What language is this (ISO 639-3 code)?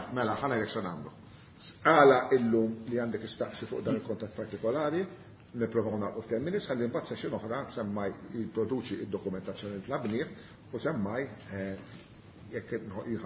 mlt